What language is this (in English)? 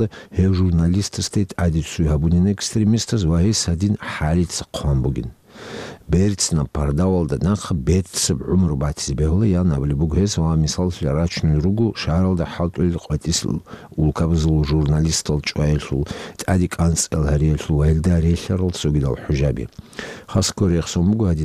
Avaric